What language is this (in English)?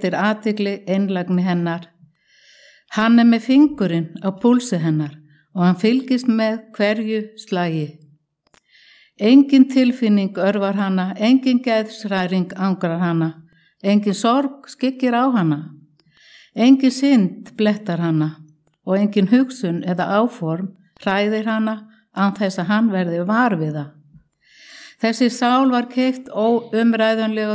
Icelandic